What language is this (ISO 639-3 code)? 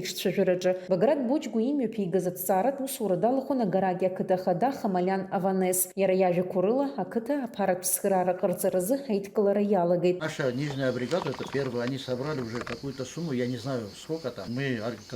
abk